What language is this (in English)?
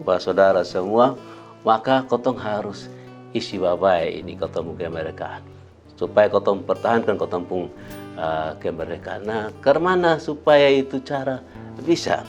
Kupang Malay